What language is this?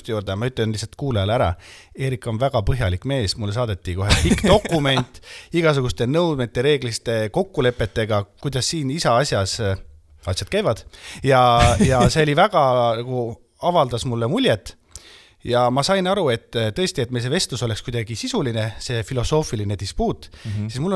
Estonian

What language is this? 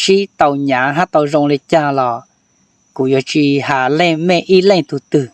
Hmong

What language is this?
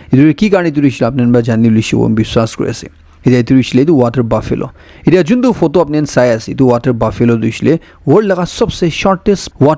Naga Pidgin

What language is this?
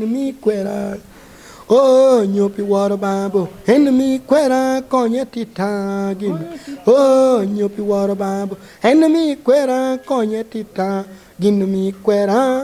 Lango (Uganda)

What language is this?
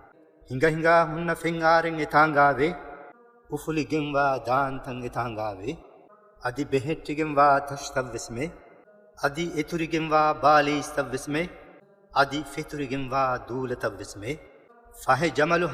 Divehi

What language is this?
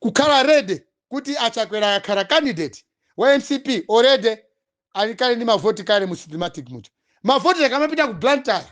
Nyanja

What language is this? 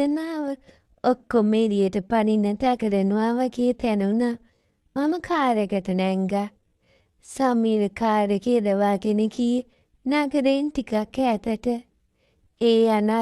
Sinhala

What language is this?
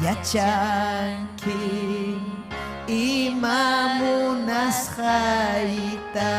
Ayacucho Quechua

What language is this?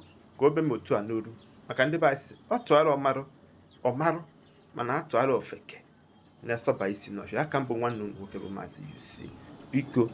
Igbo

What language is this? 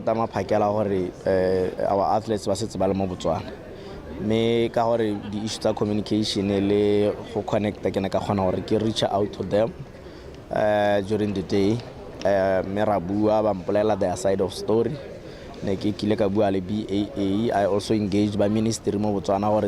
Tswana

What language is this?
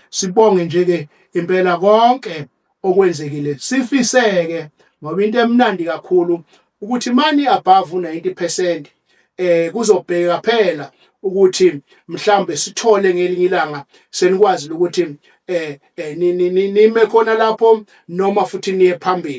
Zulu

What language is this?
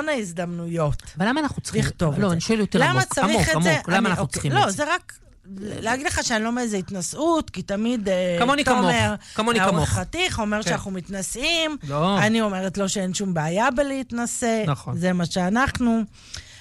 Hebrew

